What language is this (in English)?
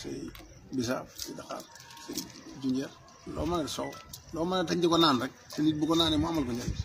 Wolof